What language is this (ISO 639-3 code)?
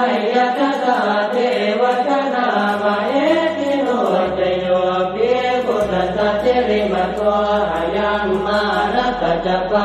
pli